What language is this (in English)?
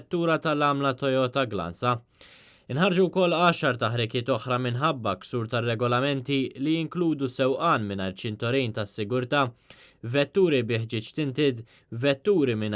Maltese